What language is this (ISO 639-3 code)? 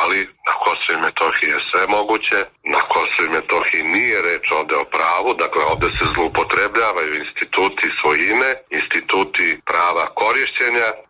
srp